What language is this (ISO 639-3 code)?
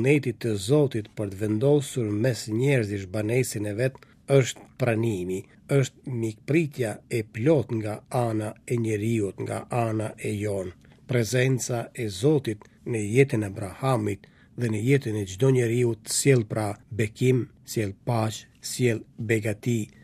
sqi